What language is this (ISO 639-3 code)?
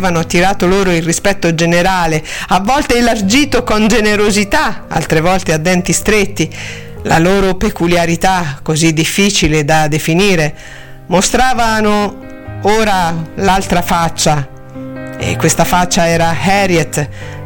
ita